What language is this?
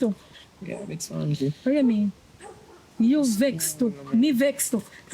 Jamaican Creole English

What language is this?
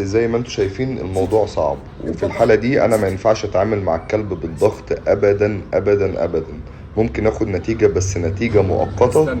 Egyptian Arabic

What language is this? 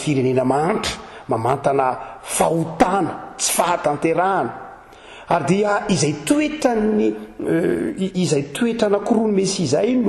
Malagasy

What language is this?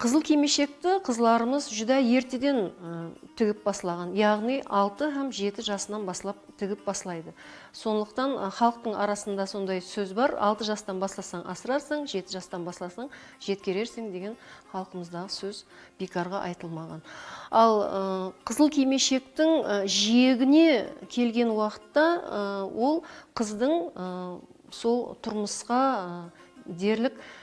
Kara-Kalpak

